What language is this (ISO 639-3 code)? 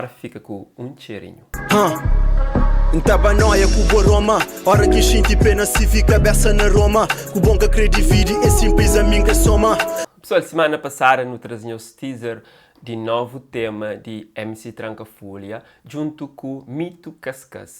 kea